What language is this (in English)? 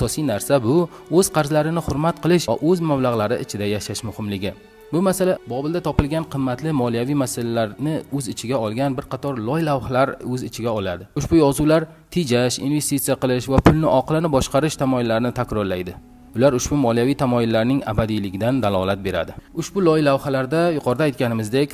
Uzbek